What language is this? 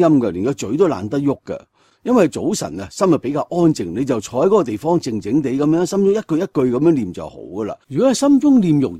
Cantonese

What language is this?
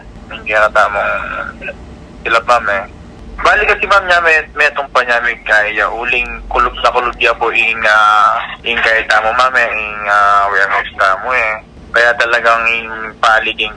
Pampanga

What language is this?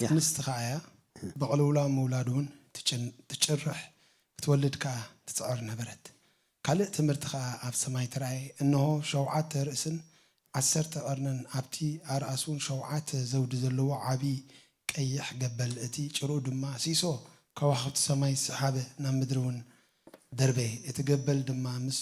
Tigrinya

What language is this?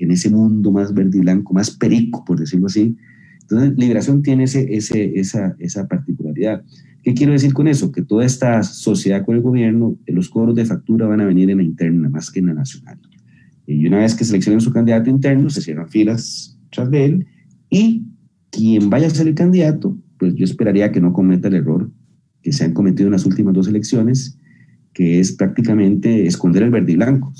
Spanish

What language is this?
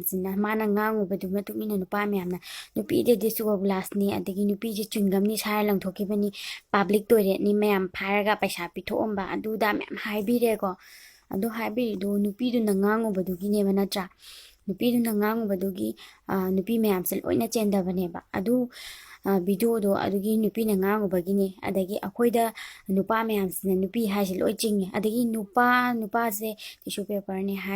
Manipuri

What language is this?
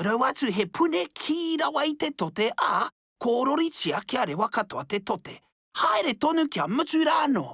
Māori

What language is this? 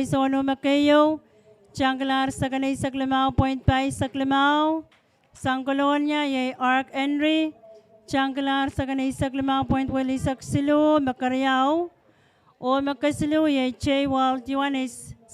Pohnpeian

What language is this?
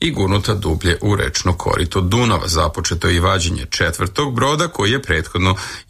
Serbian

